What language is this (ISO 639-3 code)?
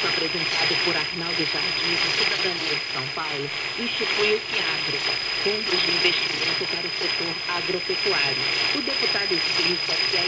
por